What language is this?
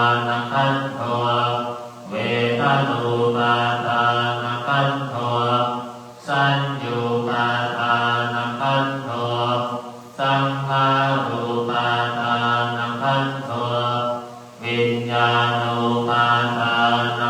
Pali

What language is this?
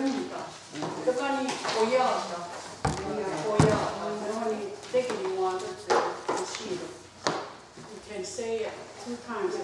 Mohawk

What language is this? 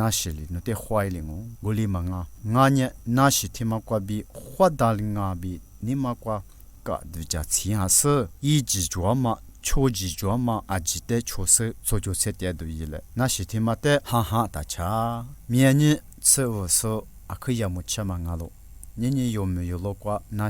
Lisu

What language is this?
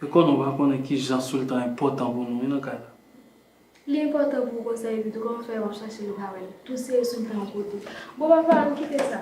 Haitian Creole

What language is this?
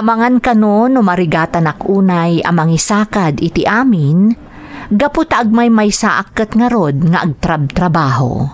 Iloko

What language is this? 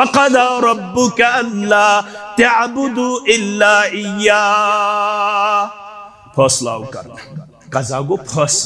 Kashmiri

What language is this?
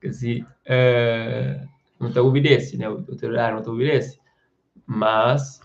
Kabuverdianu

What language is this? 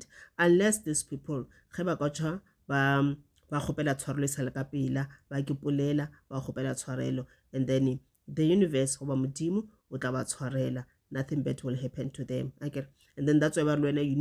Northern Sotho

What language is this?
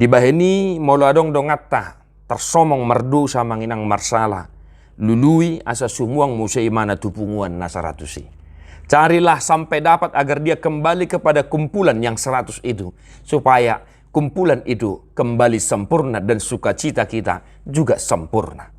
Batak Toba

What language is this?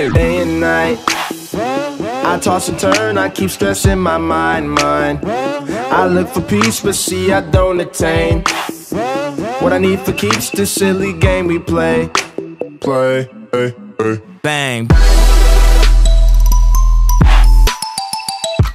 Hebrew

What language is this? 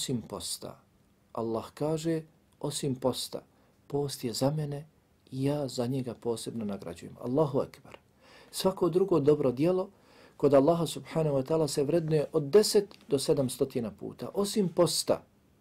Bosnian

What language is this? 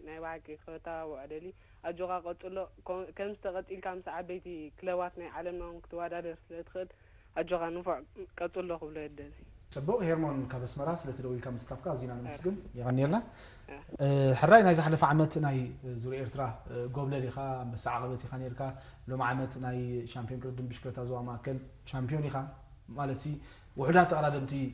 Tigrinya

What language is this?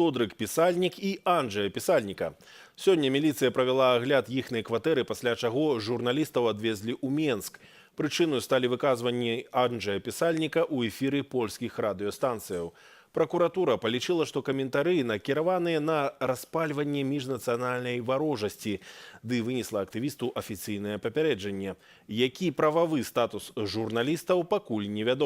Belarusian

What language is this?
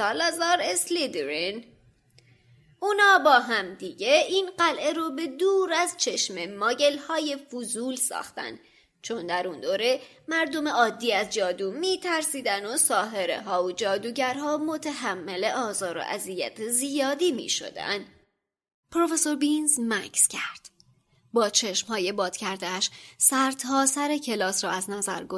Persian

